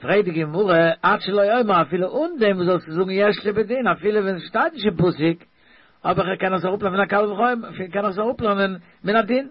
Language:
Yiddish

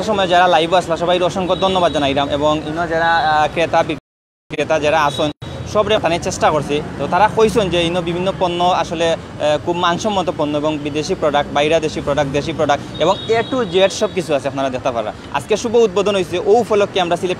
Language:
Sylheti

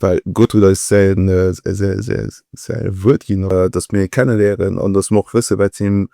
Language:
Luxembourgish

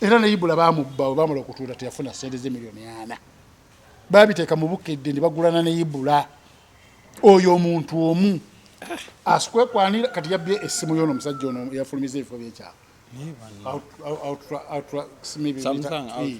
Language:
Ganda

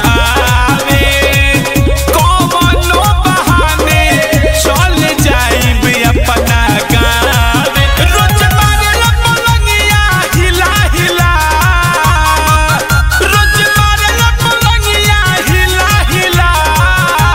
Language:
Bhojpuri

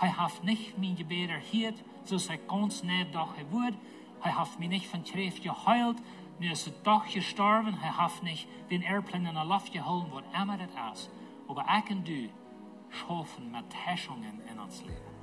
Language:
Plautdietsch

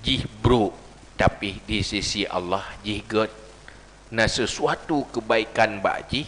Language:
Achinese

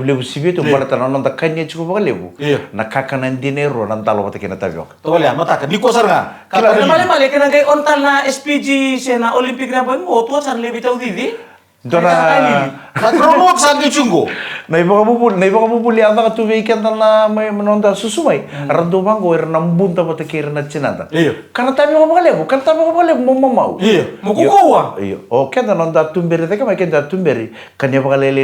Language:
Fijian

